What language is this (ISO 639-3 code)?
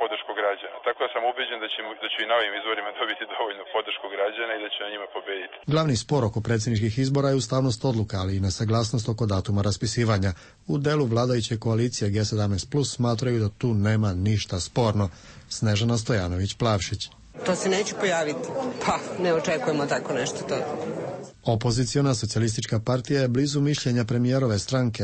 srp